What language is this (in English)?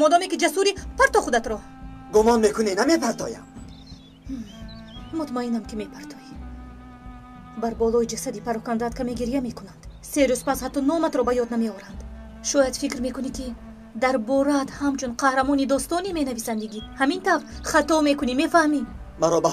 Tajik